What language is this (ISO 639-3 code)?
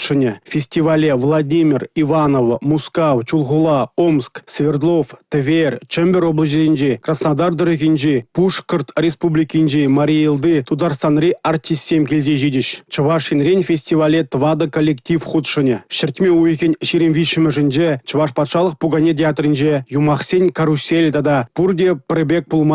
chv